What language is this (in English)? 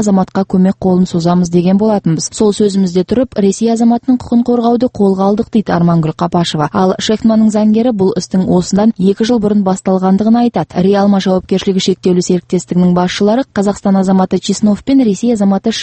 Kazakh